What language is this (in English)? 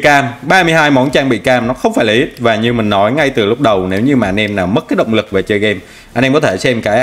Vietnamese